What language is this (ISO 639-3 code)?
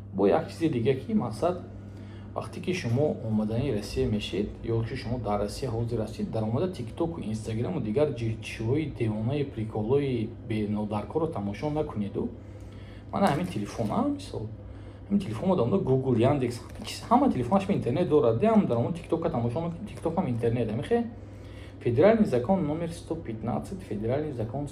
tgk